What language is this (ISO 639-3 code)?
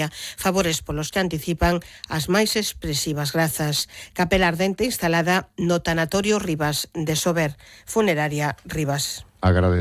glg